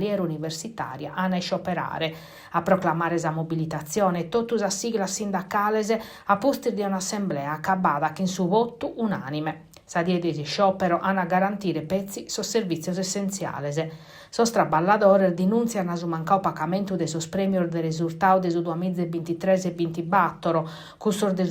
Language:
Sardinian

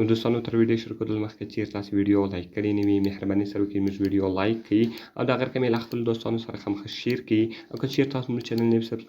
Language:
Pashto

